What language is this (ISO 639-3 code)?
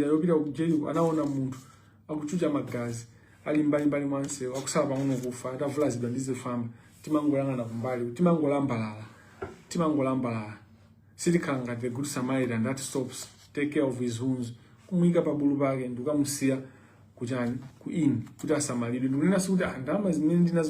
nya